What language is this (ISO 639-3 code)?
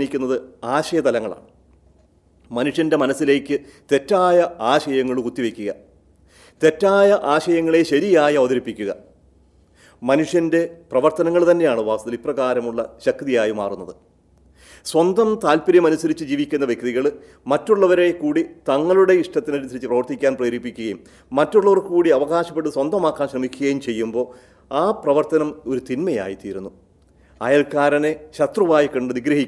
mal